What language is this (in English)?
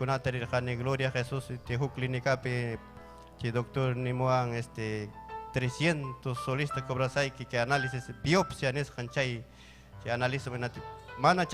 Ayacucho Quechua